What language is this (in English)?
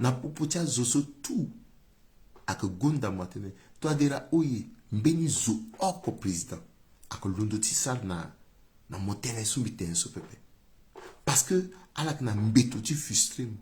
Sango